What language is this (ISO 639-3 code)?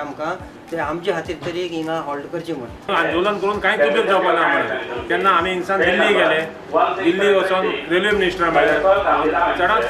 kok